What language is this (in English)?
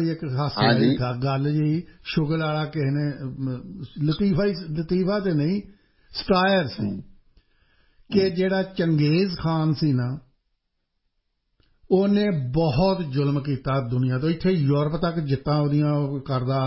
Punjabi